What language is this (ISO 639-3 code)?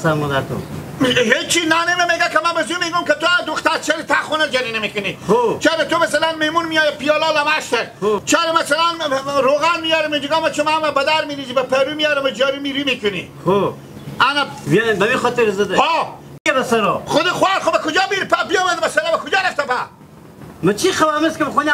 haz